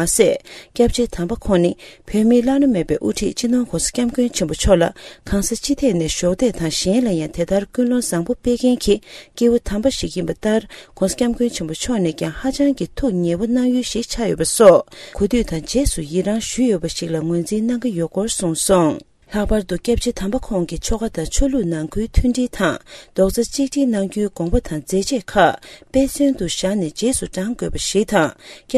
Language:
Tibetan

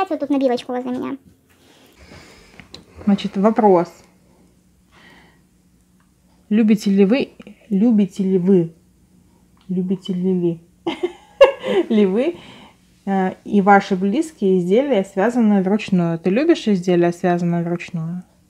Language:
Russian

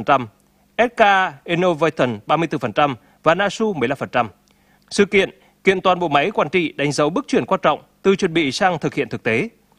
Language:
Vietnamese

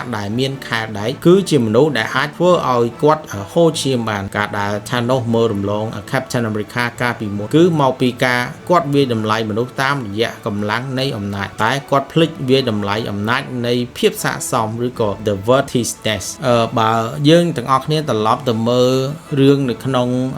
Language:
Khmer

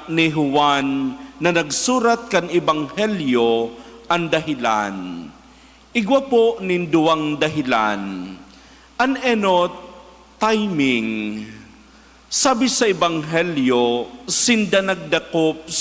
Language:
Bikol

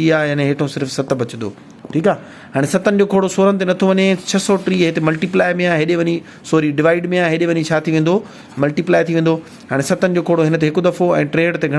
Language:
Sindhi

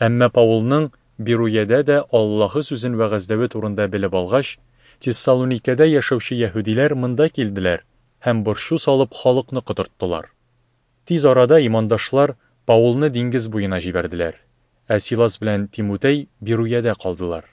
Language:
Tatar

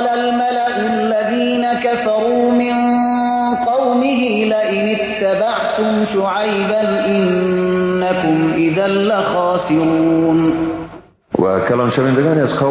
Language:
Persian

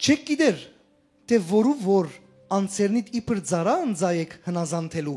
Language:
Western Armenian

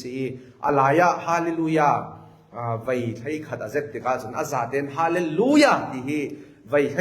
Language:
Falam Chin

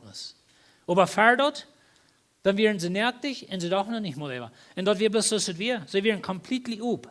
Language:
Plautdietsch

